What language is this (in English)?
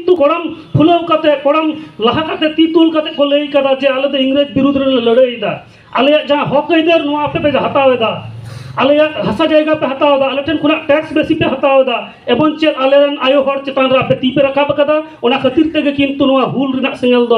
Santali